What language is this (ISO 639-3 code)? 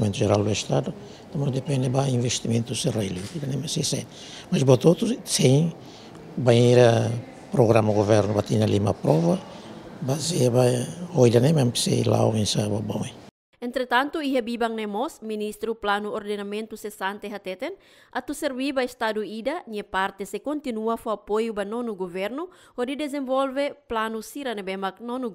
tet